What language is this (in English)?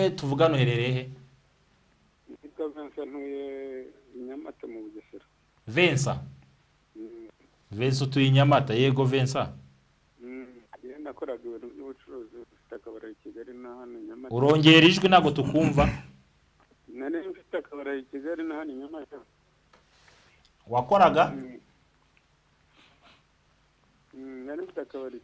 Kinyarwanda